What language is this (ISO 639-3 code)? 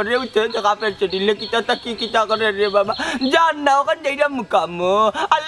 syl